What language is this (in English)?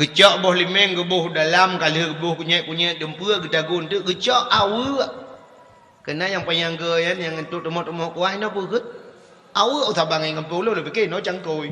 Achinese